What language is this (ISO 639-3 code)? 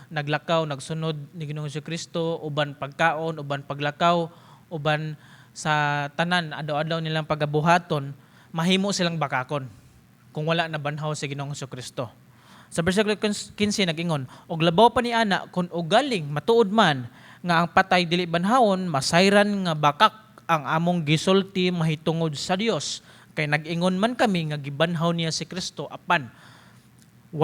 ceb